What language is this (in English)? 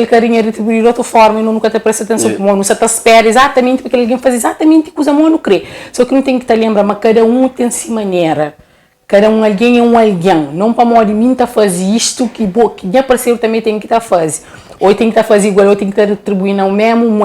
Kabuverdianu